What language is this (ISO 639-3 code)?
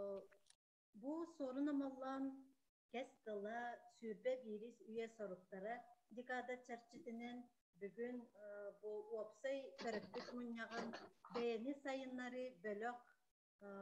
sah